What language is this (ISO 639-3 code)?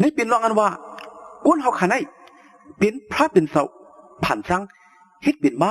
shn